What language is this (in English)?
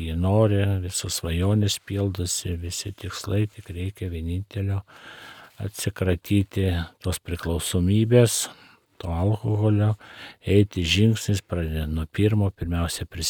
Lithuanian